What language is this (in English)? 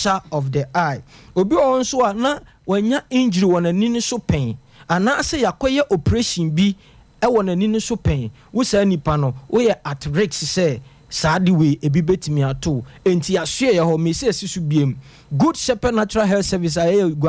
Akan